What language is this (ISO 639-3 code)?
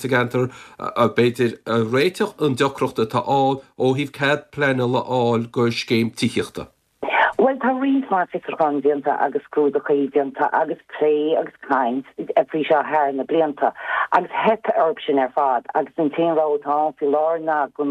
gle